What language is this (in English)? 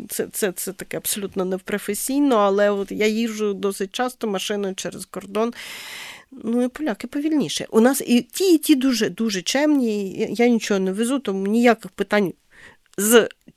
Ukrainian